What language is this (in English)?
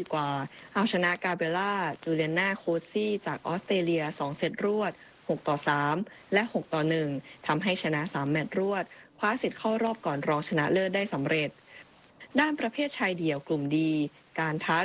Thai